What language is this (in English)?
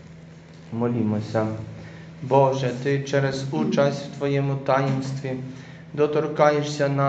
Ukrainian